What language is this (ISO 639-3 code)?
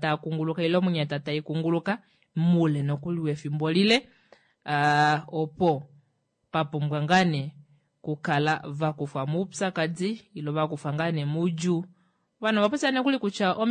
kua